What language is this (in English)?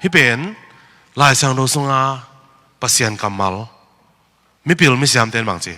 Tedim Chin